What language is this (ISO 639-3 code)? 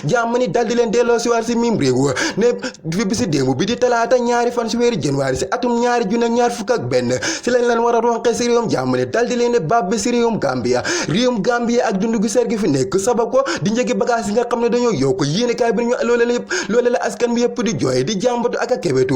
wol